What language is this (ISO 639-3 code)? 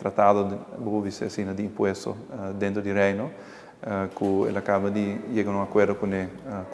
pap